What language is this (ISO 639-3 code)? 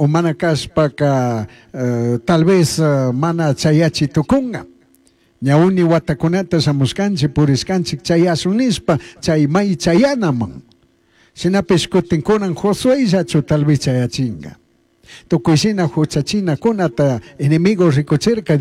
qug